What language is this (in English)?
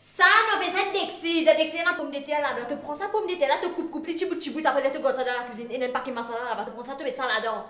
Morisyen